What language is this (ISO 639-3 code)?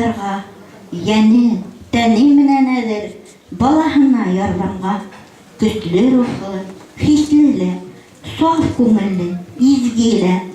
bak